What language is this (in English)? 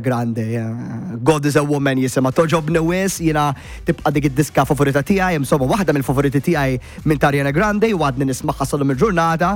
Maltese